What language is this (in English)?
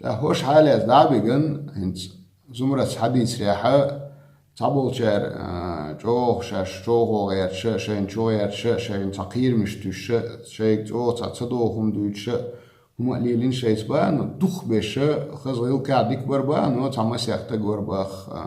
Chechen